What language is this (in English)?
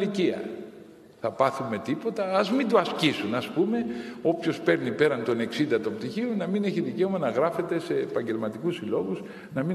Greek